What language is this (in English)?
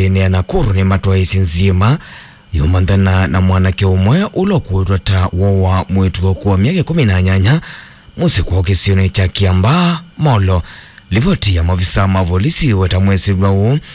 Kamba